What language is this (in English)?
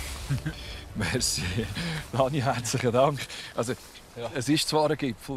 Swiss German